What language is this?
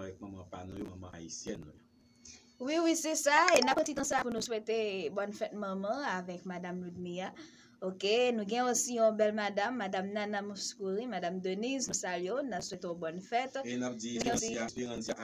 Haitian Creole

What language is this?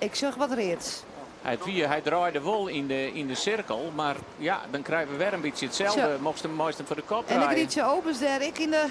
Western Frisian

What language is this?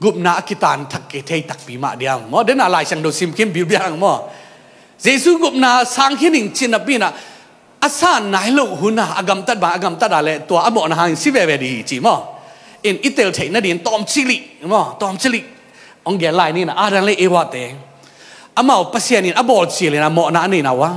Tedim Chin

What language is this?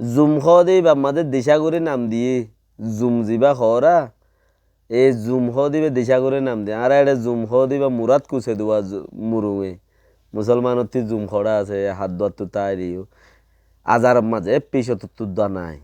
Rohingya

